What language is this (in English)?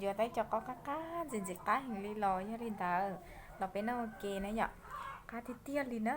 Hmong